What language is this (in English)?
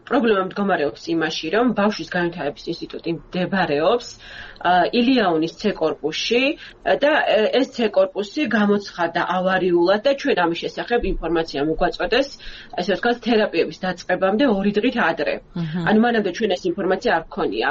Georgian